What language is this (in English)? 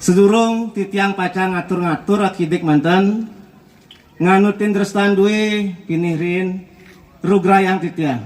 Balinese